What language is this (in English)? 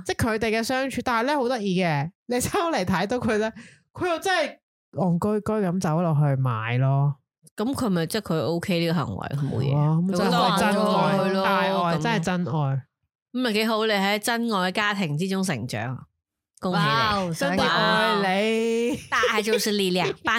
Cantonese